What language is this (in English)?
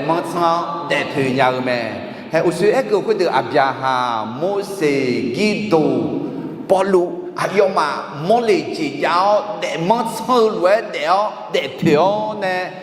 Akha